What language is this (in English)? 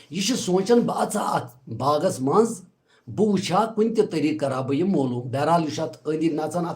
Kashmiri